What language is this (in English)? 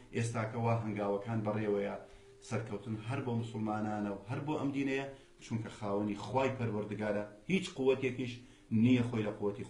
Central Kurdish